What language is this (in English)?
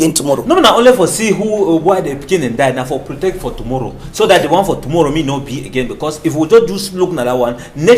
Cameroon Pidgin